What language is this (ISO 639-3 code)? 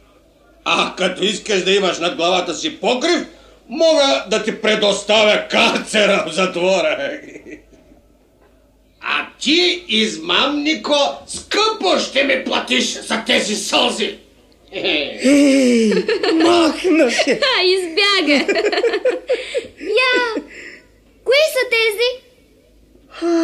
bul